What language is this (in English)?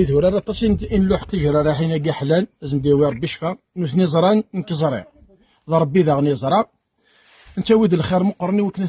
Kabyle